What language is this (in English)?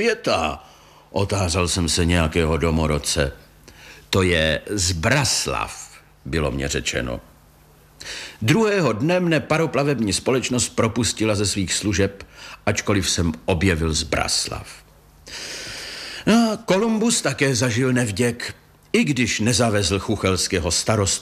Czech